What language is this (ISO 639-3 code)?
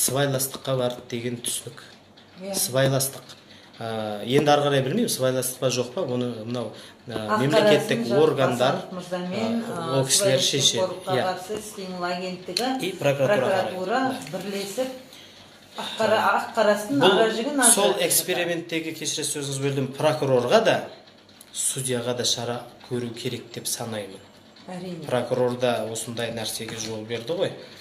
kaz